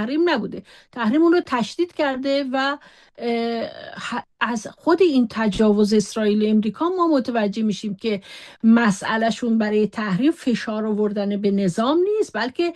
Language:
Persian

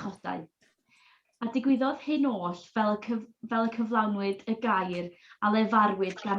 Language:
Welsh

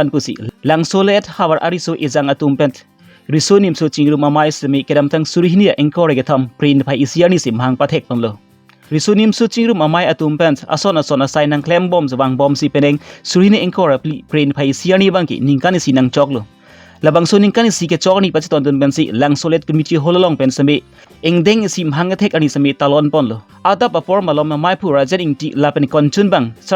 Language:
Karbi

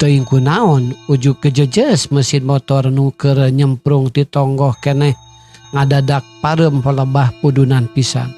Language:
Sundanese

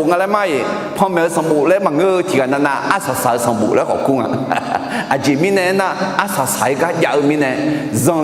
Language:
Akha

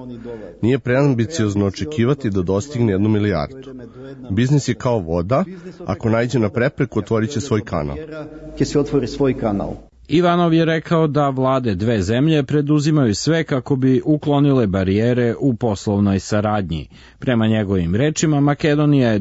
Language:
Serbian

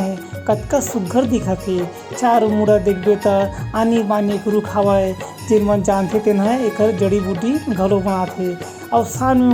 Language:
Chhattisgarhi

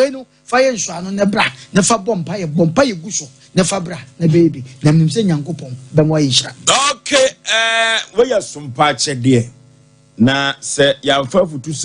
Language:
Akan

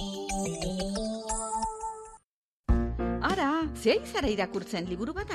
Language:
Basque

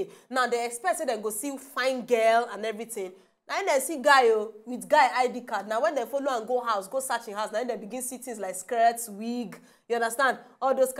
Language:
Nigerian Pidgin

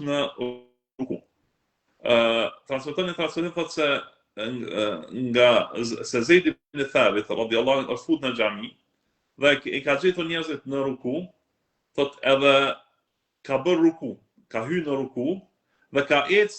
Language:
Albanian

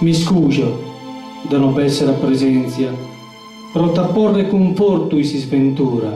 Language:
Sardinian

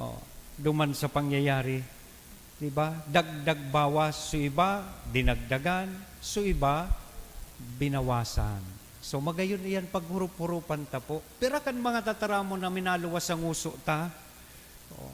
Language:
Bikol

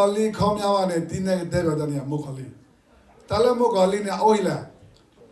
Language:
S'gaw Karen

